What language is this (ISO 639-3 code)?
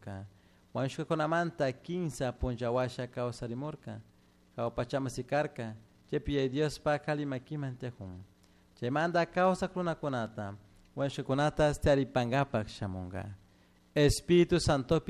qug